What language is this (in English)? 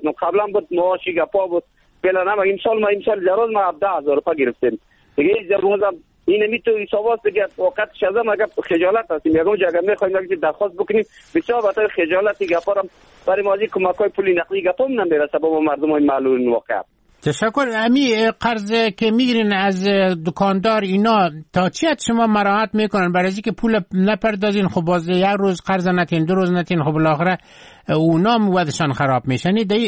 Persian